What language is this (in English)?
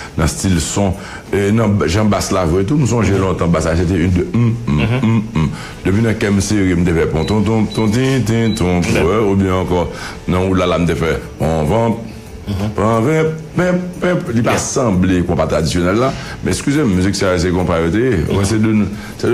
Haitian Creole